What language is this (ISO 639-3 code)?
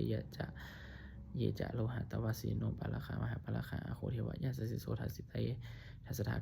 pli